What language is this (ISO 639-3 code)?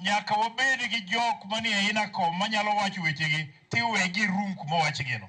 luo